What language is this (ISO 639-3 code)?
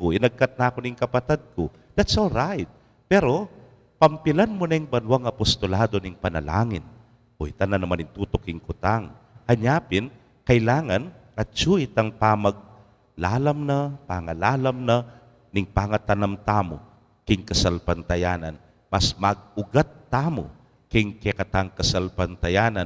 pam